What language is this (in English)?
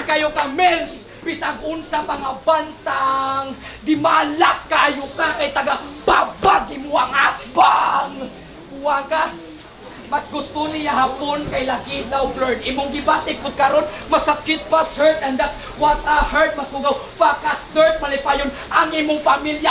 Cebuano